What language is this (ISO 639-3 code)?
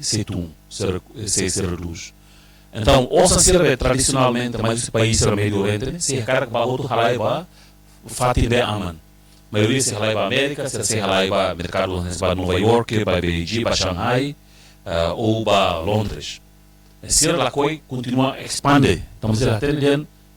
tet